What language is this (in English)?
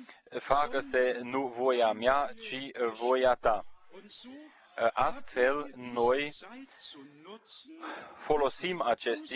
Romanian